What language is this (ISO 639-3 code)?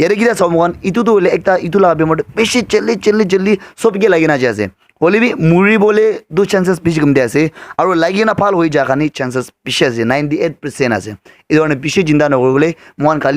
nag